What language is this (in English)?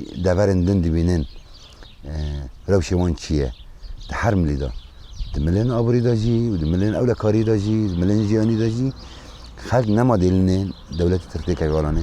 Kurdish